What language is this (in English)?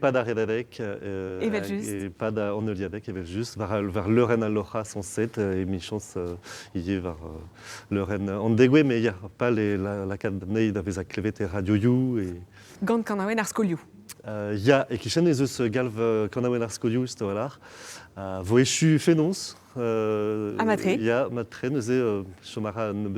Breton